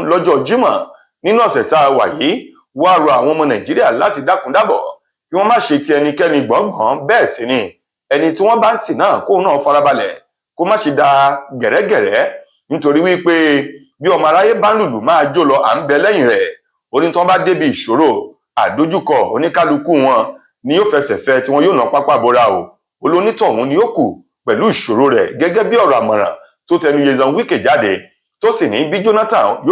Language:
Yoruba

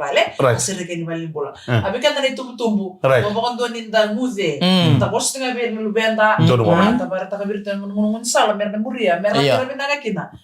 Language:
Fijian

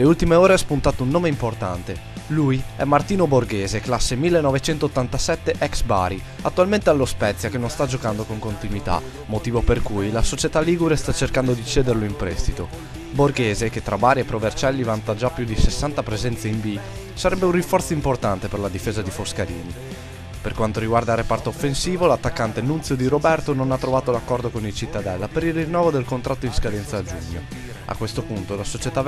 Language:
Italian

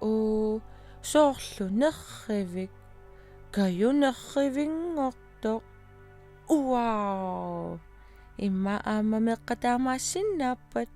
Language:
Kalaallisut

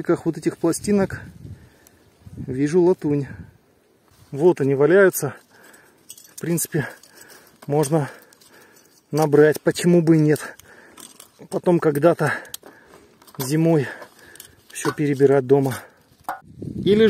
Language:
Russian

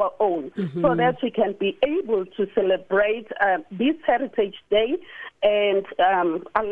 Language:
English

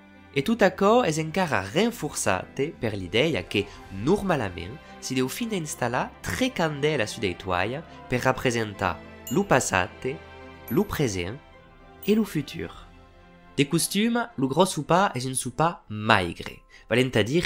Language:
Occitan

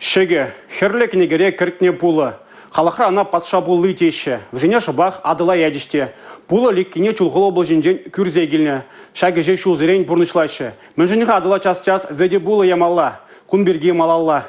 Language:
Chuvash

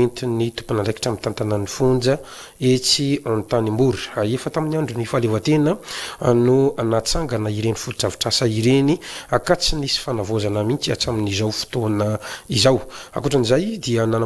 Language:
Malagasy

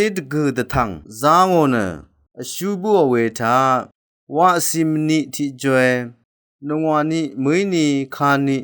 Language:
Rawang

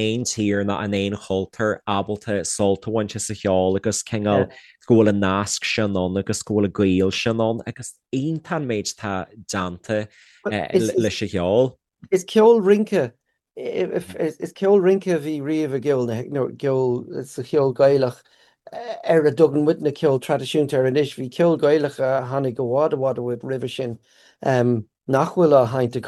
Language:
Irish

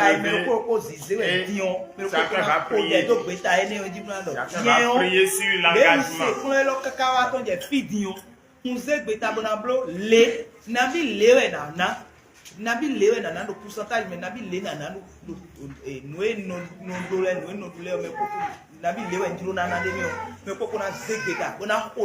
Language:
Fon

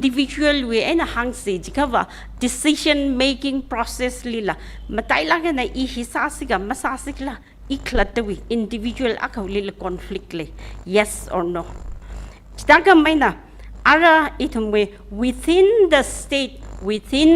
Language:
Tangkhul Naga (India)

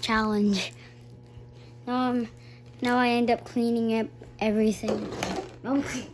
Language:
English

